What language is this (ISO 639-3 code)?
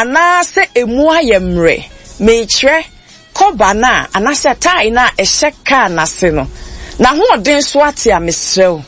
aka